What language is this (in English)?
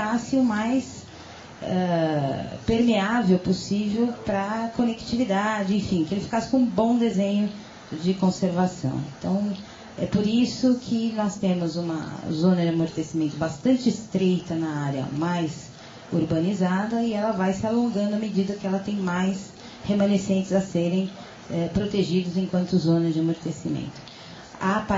Portuguese